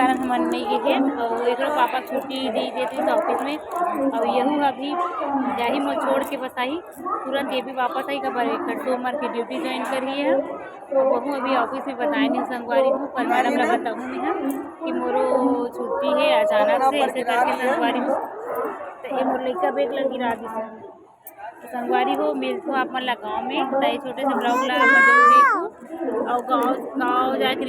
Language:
Chhattisgarhi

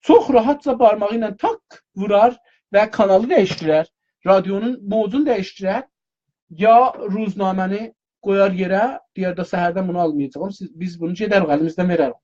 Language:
South Azerbaijani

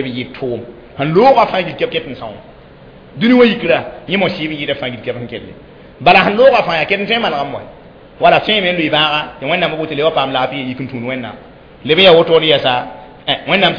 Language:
Mossi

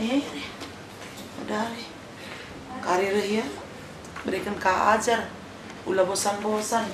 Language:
Batak Karo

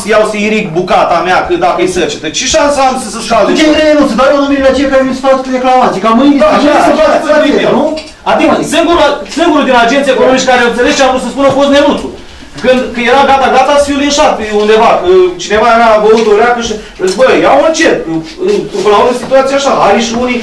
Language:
Romanian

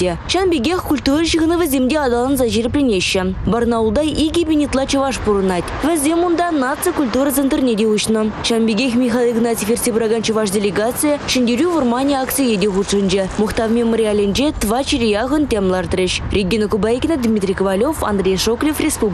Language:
Chuvash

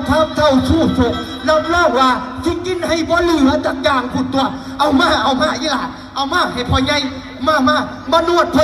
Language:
Northeastern Thai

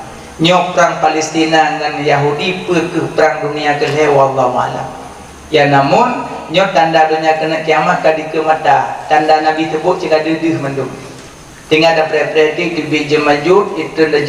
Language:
Achinese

